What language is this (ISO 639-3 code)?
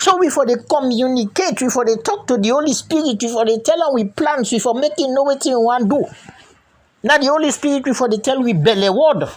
kri